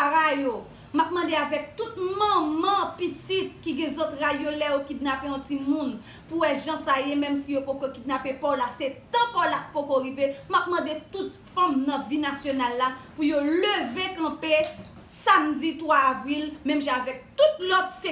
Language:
Haitian Creole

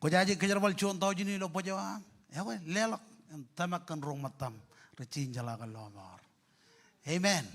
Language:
Marshallese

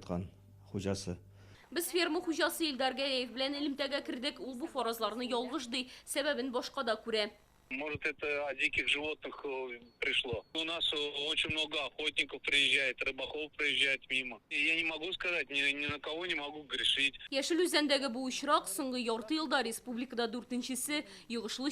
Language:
Tatar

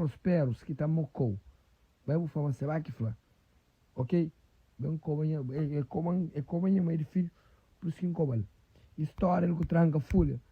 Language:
Kabuverdianu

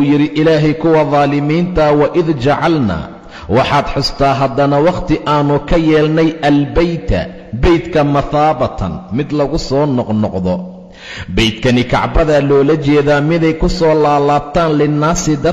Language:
Somali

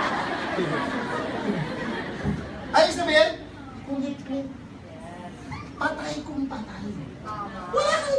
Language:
Filipino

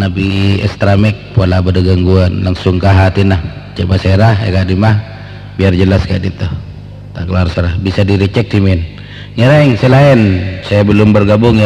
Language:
Madurese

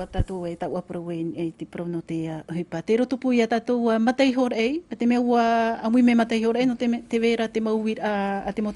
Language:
Tahitian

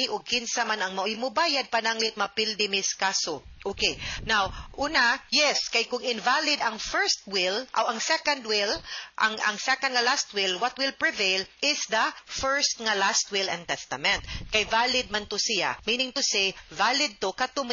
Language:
Cebuano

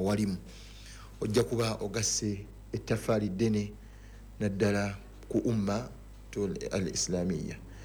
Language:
Ganda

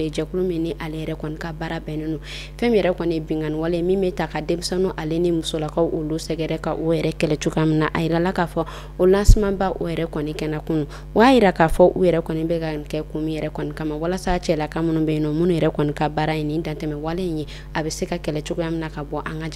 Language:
Bambara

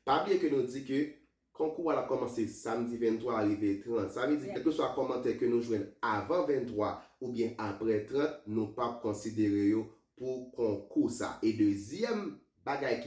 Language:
Haitian Creole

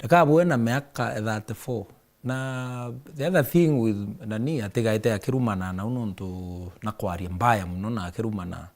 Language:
Meru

